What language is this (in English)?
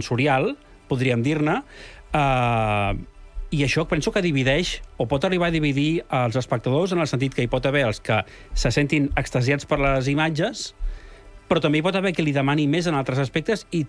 Catalan